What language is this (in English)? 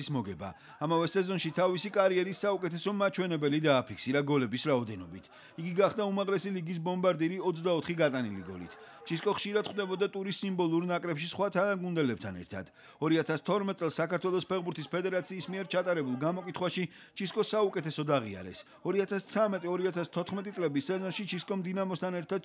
Georgian